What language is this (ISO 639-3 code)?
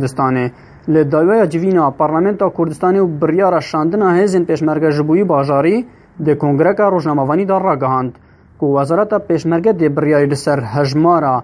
kur